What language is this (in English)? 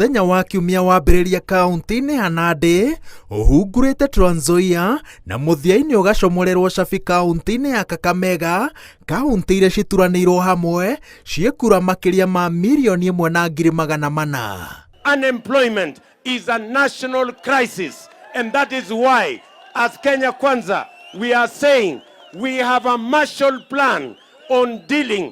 Kikuyu